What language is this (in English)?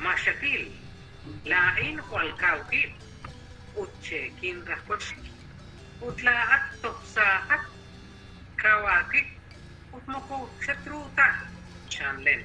Kekchí